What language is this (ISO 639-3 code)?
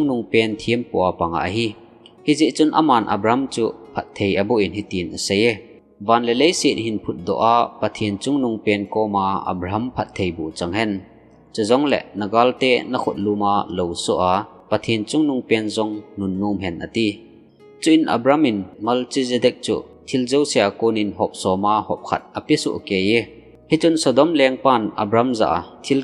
tcz